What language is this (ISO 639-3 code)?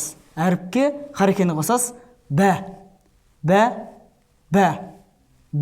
kaz